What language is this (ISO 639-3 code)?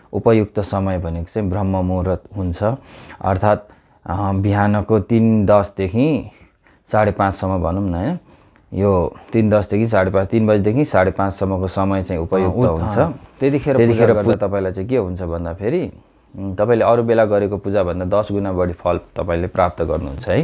nep